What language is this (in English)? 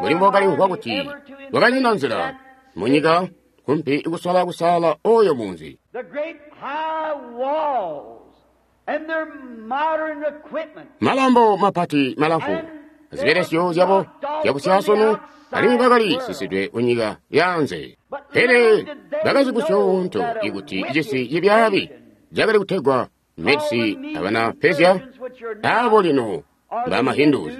Tonga (Zambia)